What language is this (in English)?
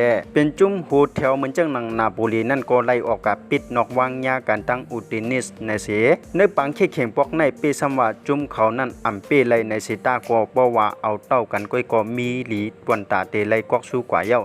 Shan